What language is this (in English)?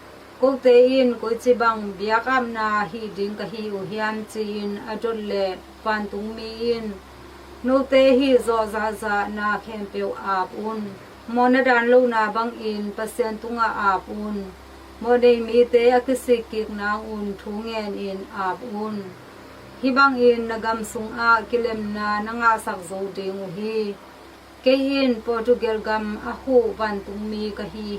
Tedim Chin